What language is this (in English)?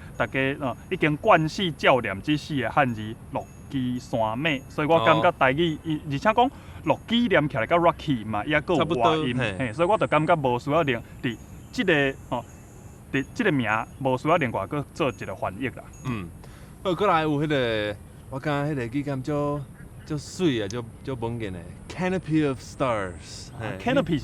Min Nan Chinese